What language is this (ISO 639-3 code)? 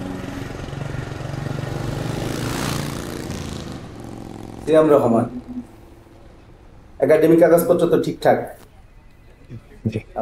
ben